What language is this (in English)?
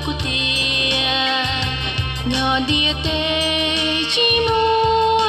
Hmong